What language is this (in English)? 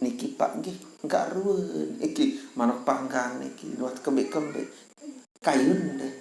Sasak